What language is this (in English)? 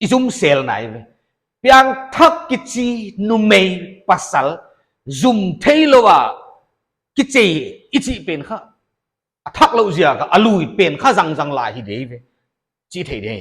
Paite Chin